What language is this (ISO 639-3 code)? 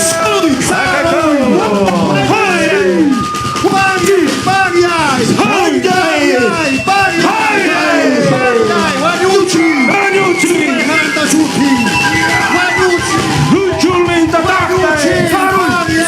quy